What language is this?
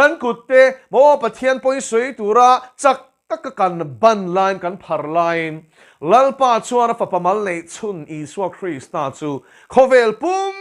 Mizo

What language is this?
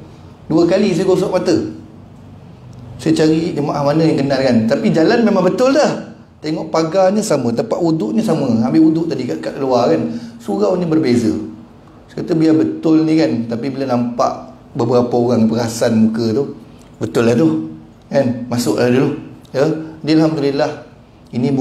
Malay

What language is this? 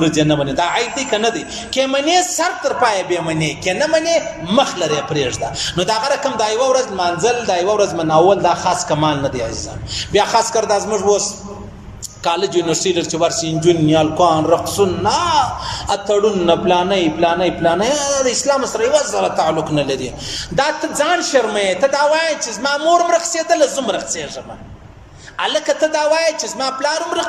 Pashto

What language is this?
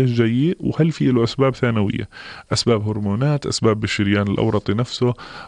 North Levantine Arabic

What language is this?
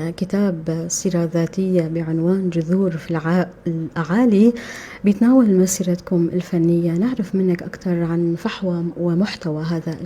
North Levantine Arabic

